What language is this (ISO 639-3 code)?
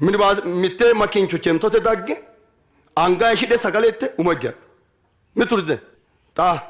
sid